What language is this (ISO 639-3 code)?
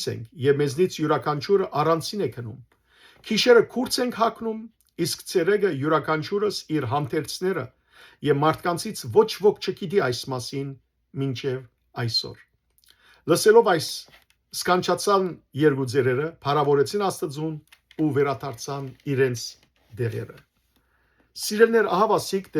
hyw